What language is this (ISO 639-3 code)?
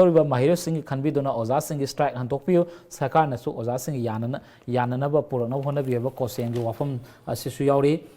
mni